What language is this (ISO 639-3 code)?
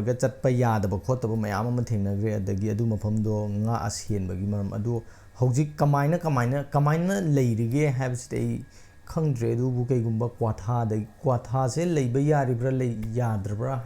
mni